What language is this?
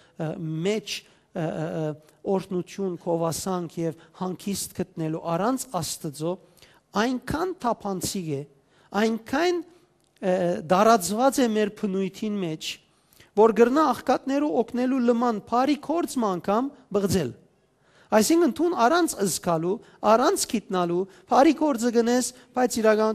Western Armenian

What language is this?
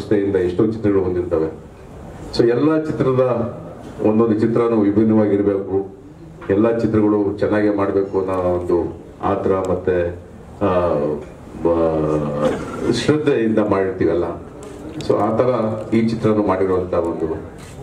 Kannada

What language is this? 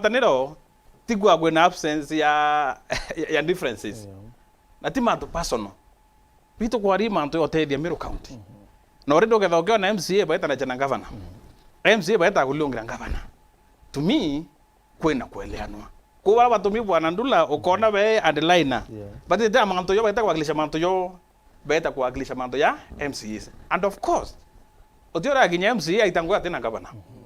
Meru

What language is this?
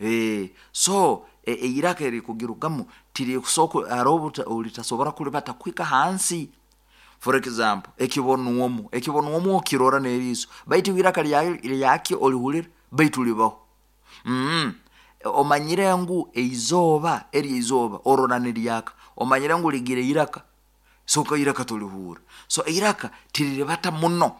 Nyoro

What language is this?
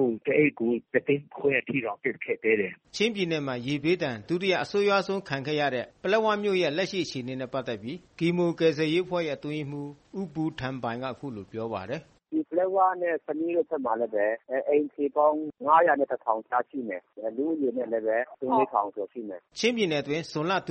Burmese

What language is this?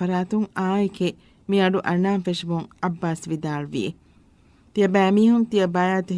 Divehi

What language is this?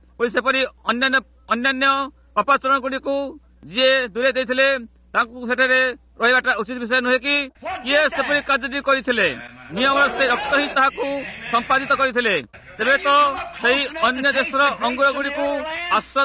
Odia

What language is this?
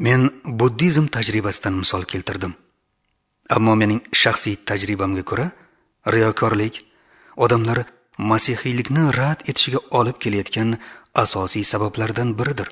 Uzbek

